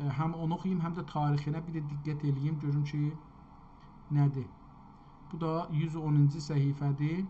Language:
South Azerbaijani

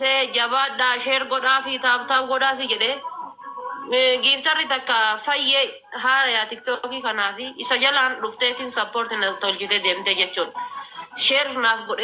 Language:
Oromo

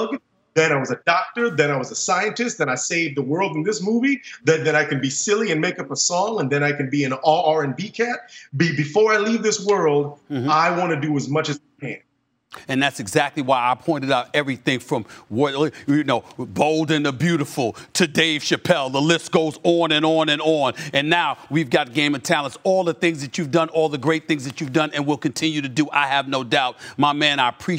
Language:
English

